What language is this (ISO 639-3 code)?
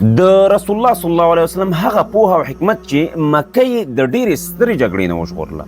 pus